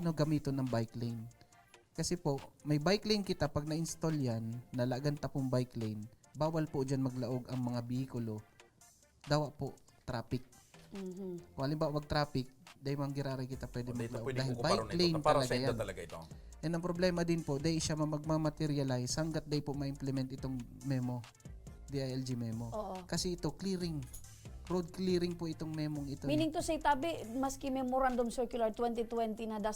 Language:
Bikol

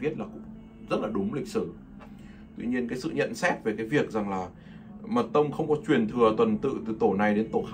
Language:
Vietnamese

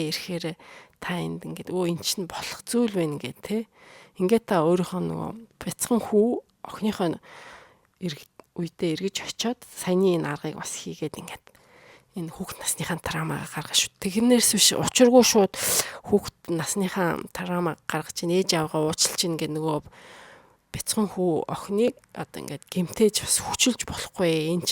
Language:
Mongolian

